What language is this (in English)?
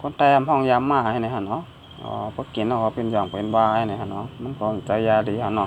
Shan